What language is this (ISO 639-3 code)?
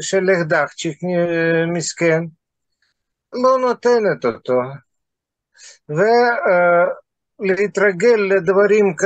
heb